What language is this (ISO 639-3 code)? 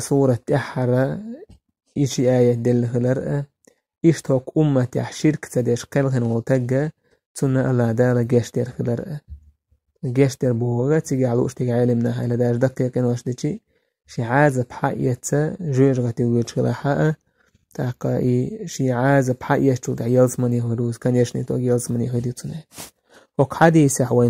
che